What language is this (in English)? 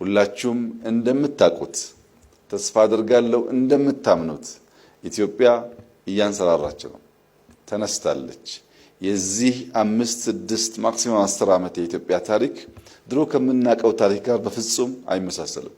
Amharic